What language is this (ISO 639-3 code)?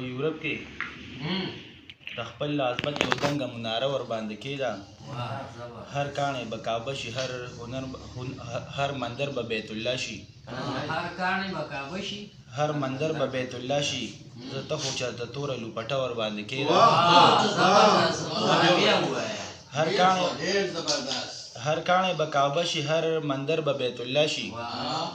pus